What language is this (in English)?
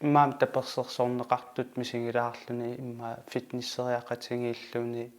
Kalaallisut